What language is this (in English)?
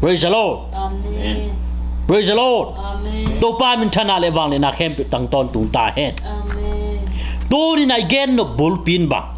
Tedim Chin